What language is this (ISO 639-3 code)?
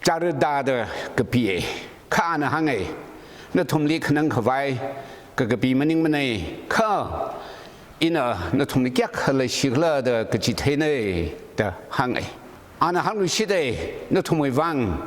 nmf